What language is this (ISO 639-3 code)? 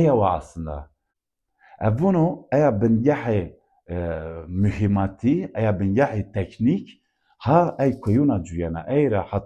zza